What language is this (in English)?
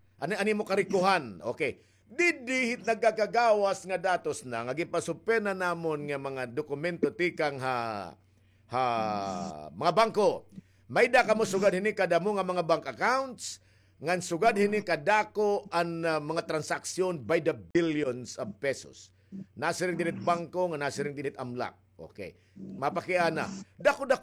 Waray